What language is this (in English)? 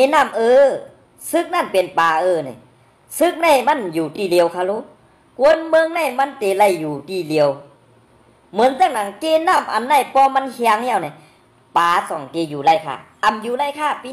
Shan